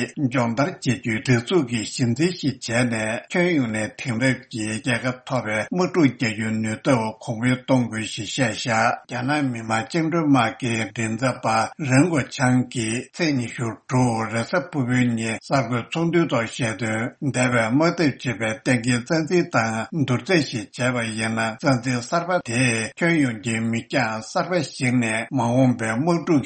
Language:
Tibetan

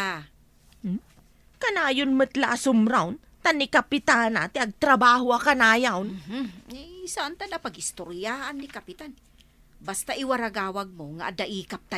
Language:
Iloko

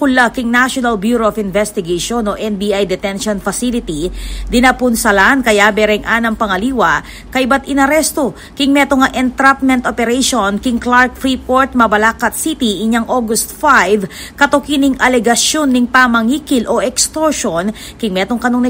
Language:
Pampanga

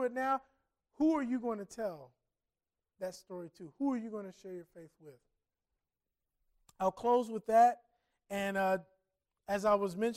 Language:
English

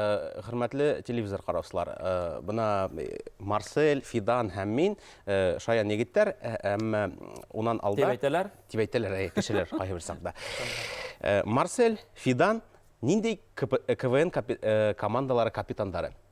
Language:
Bashkir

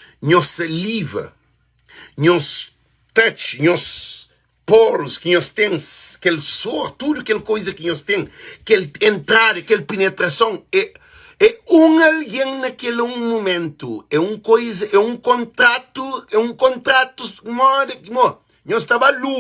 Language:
Kabuverdianu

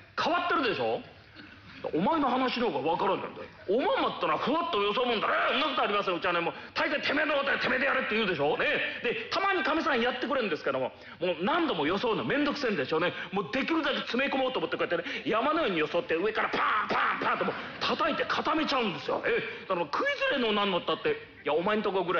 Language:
Japanese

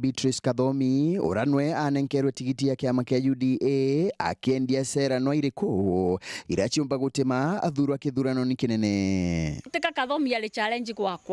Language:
Meru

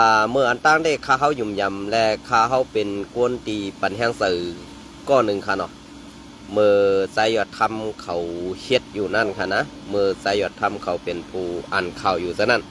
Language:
Shan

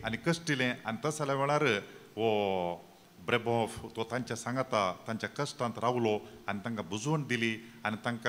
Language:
Konkani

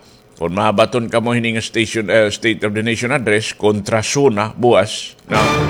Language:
Waray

